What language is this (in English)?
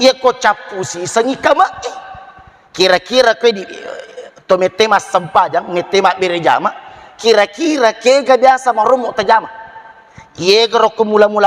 Buginese